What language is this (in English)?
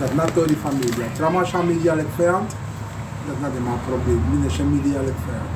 Sranan Tongo